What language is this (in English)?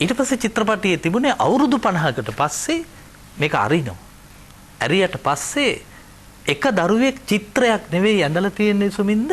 Sinhala